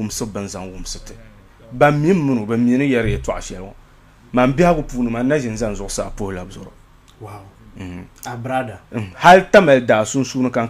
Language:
Dagbani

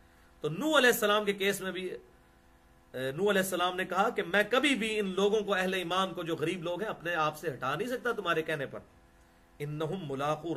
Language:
Urdu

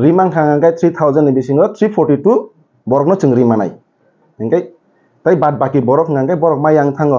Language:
Riang (India)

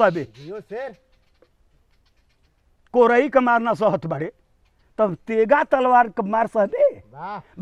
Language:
Bhojpuri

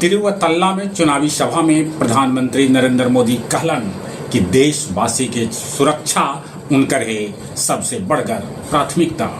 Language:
Magahi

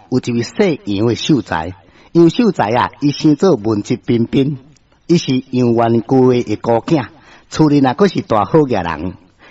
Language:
Min Nan Chinese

